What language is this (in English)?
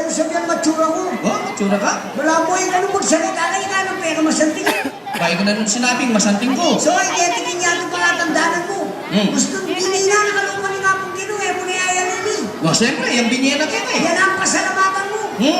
Pampanga